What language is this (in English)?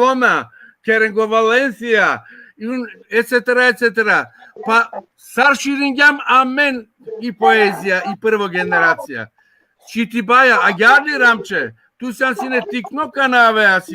Balkan Romani